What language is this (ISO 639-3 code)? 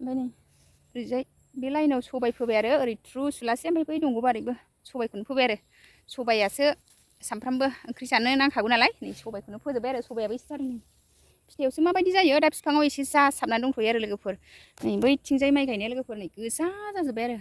brx